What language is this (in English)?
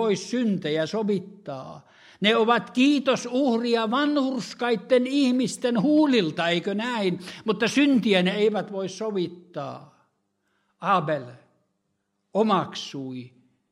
Finnish